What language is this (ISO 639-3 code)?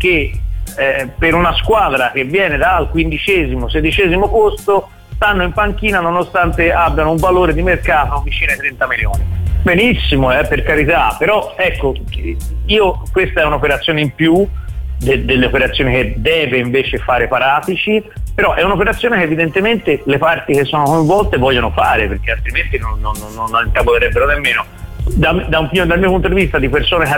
ita